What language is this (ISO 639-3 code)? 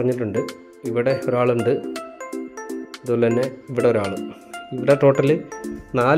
mal